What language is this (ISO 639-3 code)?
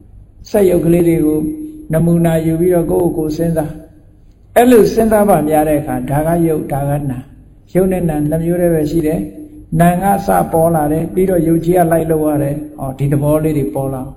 mya